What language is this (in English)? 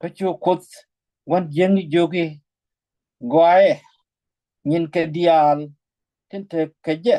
Nuer